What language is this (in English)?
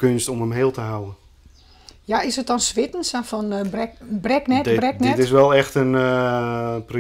Western Frisian